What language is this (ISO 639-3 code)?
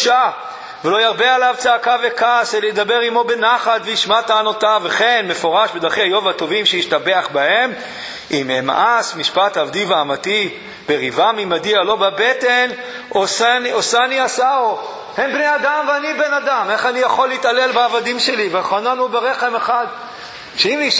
heb